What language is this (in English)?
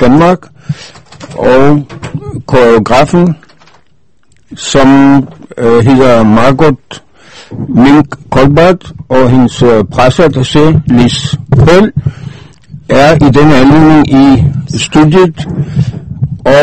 Danish